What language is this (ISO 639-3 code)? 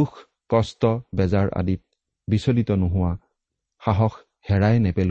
asm